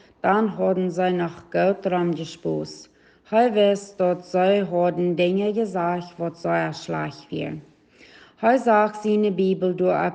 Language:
Plautdietsch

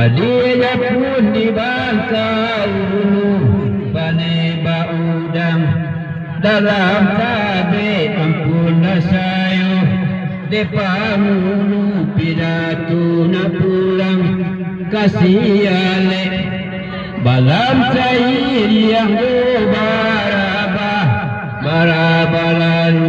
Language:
Minangkabau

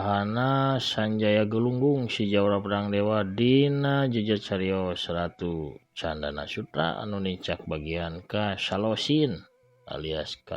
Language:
Sundanese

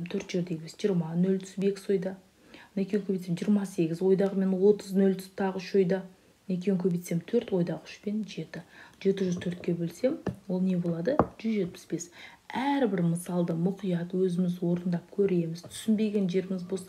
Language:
Kazakh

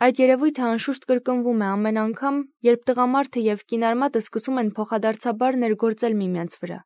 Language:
Armenian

